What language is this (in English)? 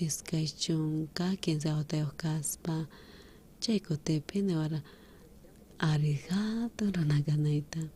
South Bolivian Quechua